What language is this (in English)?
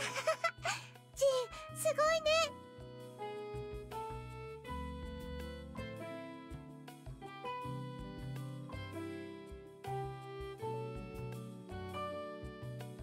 Japanese